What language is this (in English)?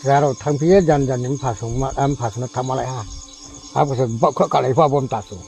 Riang (India)